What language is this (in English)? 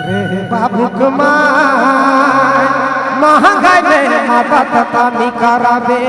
Sadri